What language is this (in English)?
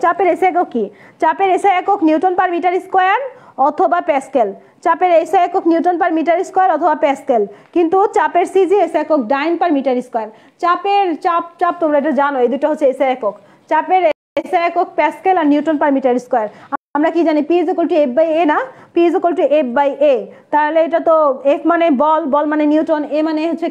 Bangla